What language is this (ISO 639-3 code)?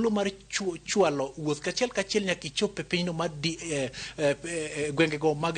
luo